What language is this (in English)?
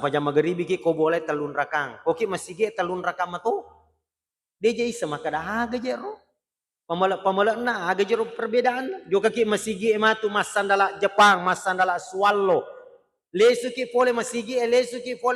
Buginese